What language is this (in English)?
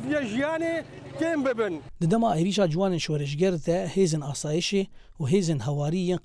Kurdish